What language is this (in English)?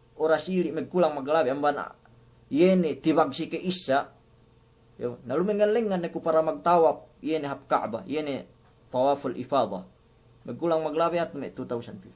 Yakan